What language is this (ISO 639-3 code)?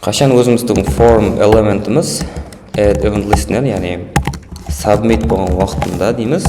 kaa